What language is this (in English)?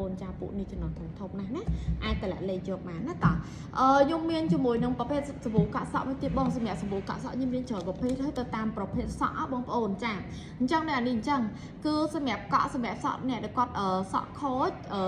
Khmer